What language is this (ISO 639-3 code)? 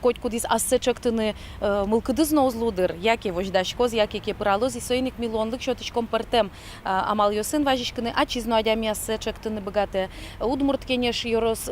udm